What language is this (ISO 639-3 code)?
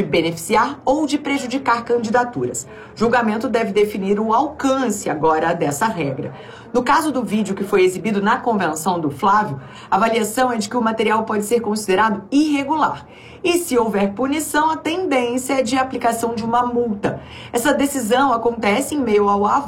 por